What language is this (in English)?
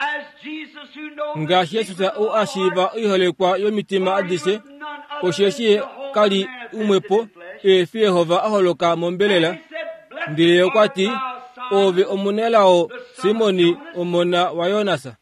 Kuanyama